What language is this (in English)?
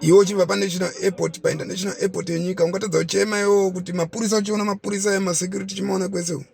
Shona